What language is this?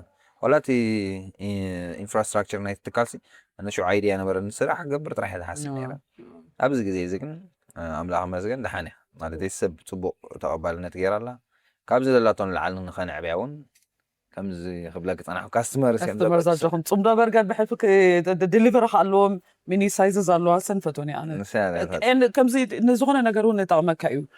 Tigrinya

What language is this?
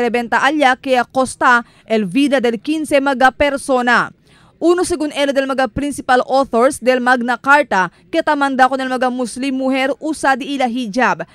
Chavacano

